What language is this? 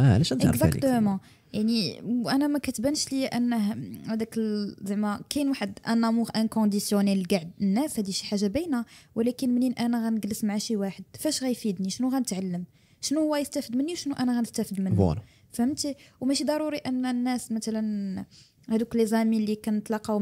Moroccan Arabic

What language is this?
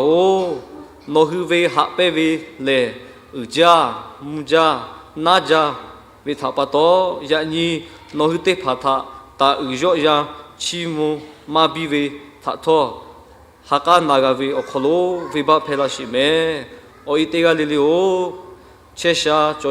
Lahu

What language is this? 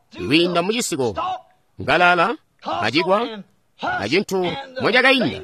Tonga (Zambia)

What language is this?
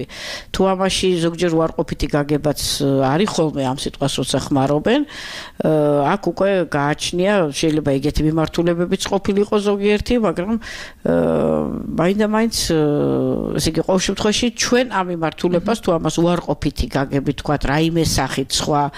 Georgian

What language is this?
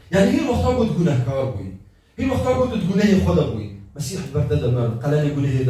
Kurdish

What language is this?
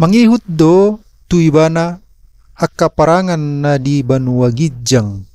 Batak Toba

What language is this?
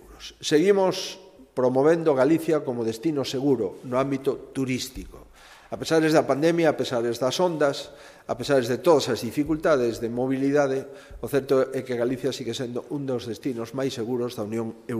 Galician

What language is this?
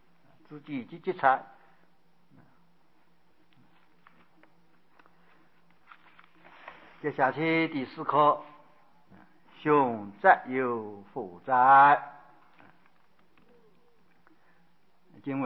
Chinese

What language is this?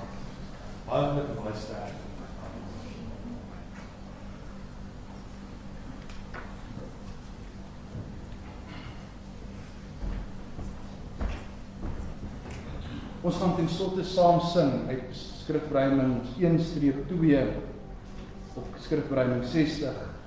Afrikaans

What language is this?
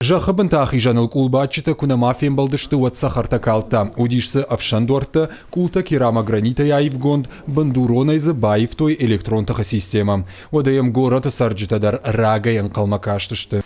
Ossetic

